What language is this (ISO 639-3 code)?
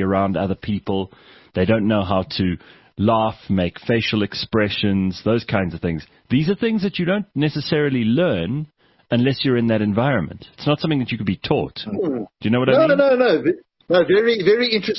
eng